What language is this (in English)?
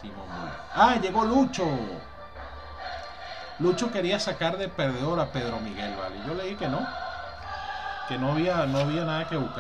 Spanish